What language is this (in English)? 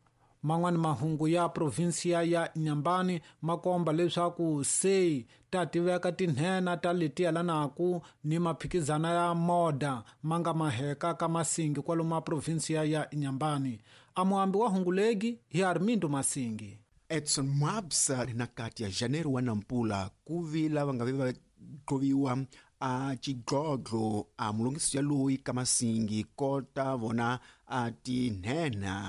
Tsonga